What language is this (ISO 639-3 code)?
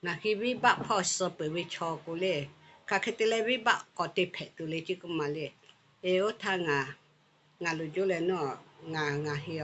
lhu